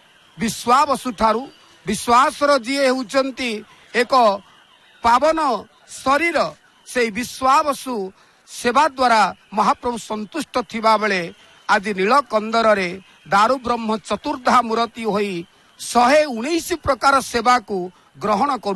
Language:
Odia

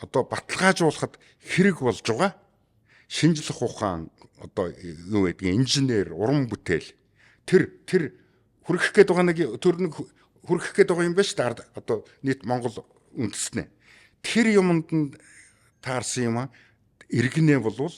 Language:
Mongolian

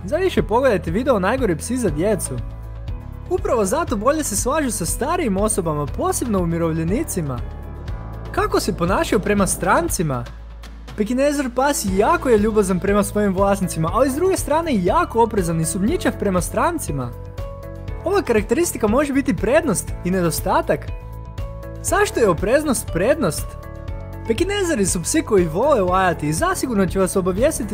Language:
Croatian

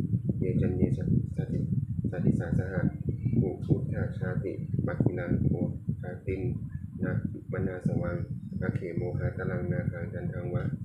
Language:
Pali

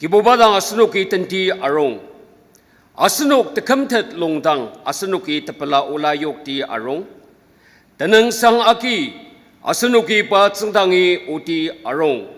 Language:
Ao Naga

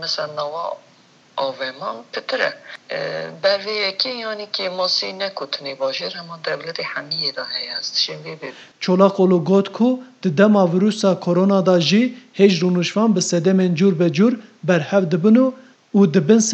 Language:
Kurdish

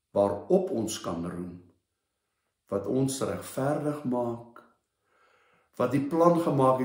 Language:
Afrikaans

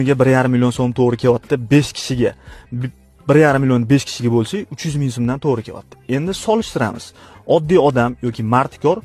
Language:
Uzbek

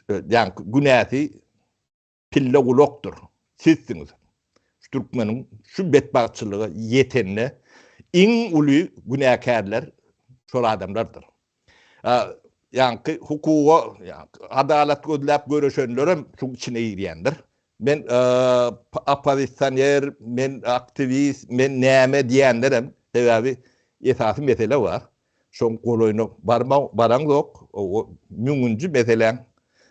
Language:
Turkmen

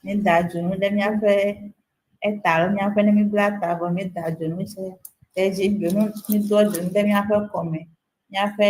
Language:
Ewe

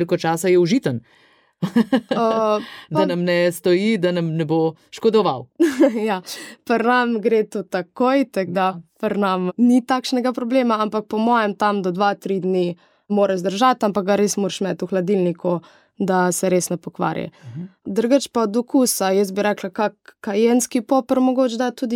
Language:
Slovenian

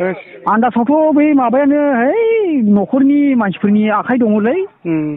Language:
Bodo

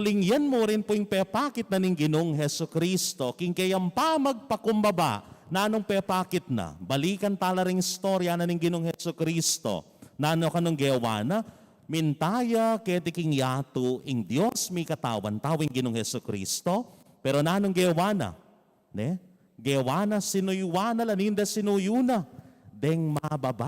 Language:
Pampanga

